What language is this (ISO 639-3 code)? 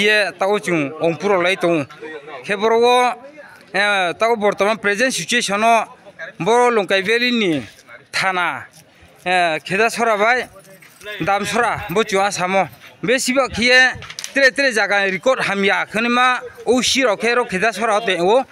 ria